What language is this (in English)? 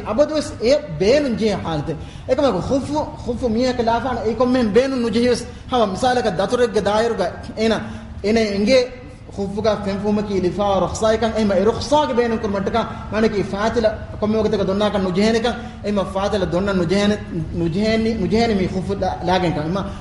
Divehi